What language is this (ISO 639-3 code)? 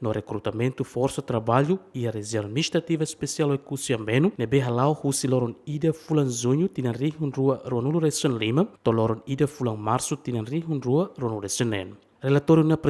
tet